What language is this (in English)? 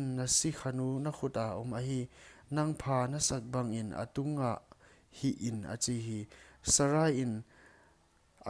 Paite Chin